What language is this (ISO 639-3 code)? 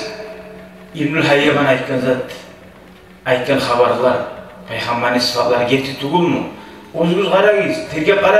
kum